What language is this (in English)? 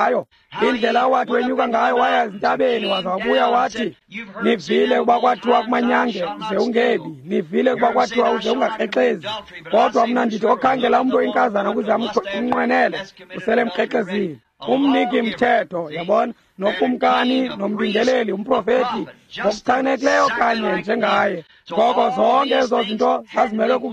Xhosa